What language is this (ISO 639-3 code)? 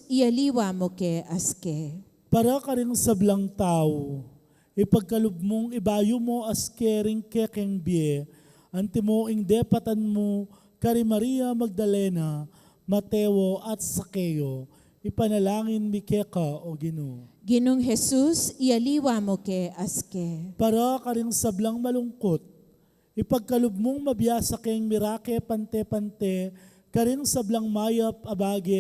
pam